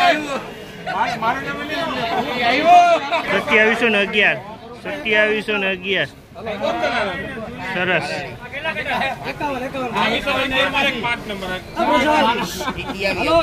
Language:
Gujarati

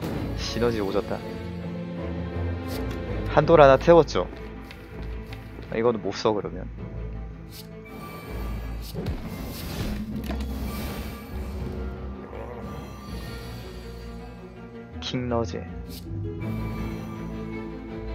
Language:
Korean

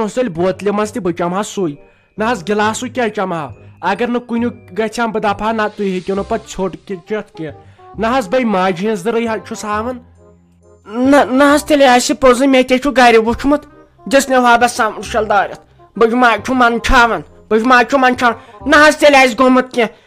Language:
Kashmiri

